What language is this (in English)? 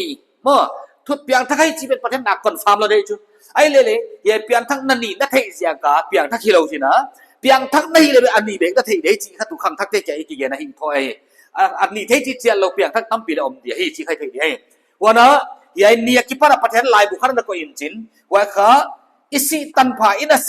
Paite Chin